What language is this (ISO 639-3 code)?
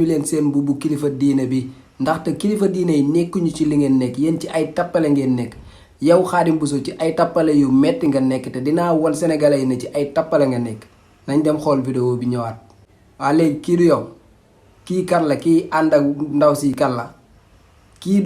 wol